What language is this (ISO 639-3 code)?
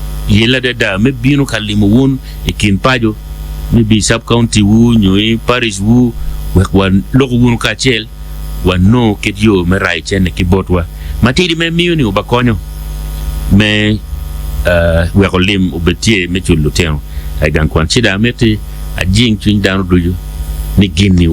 ach